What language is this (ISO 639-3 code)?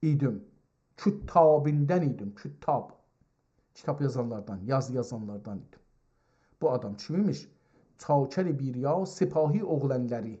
azb